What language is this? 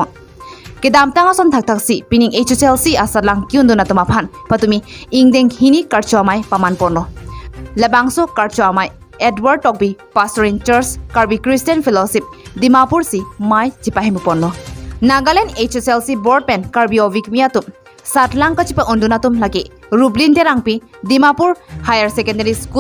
Karbi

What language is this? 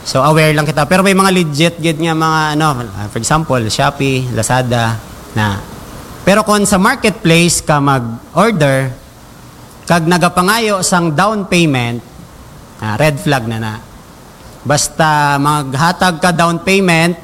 Hiligaynon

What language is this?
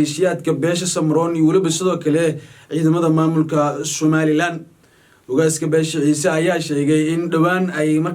Somali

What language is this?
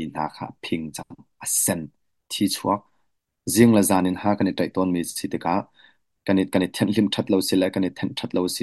Hakha Chin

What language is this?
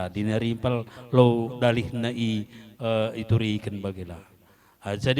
Batak Karo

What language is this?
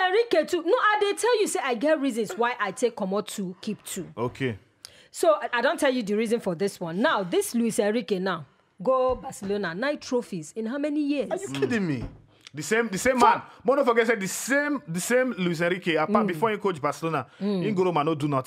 Nigerian Pidgin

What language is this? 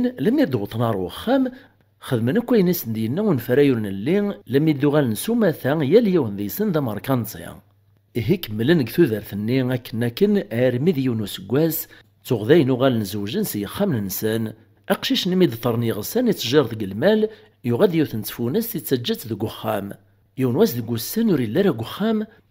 Kabyle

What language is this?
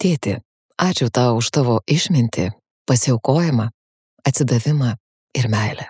Lithuanian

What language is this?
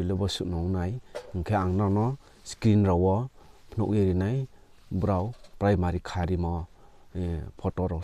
Riang (India)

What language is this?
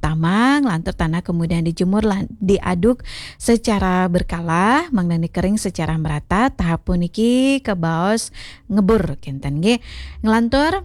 Balinese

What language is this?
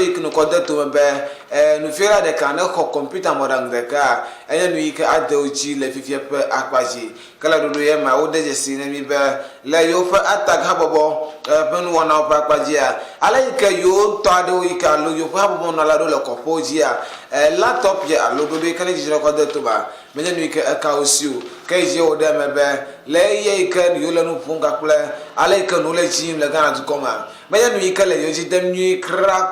Ewe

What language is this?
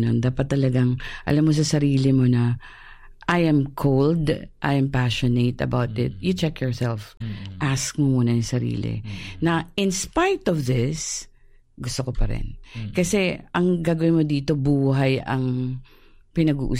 Filipino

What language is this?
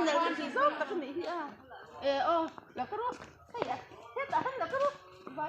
Mizo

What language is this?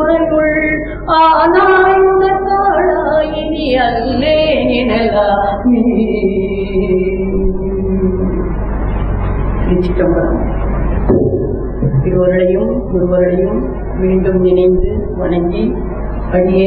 Tamil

